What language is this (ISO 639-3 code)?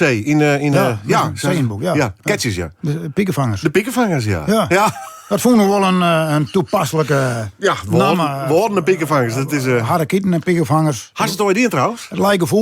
fry